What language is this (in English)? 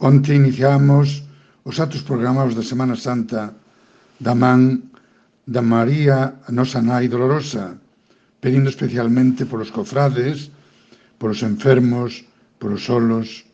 Galician